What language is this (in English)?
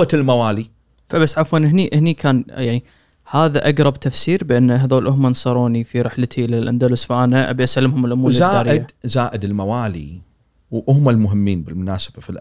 Gulf Arabic